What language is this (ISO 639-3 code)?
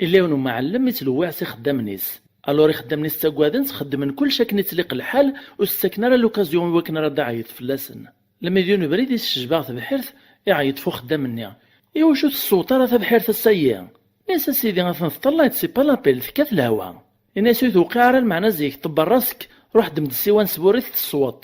kab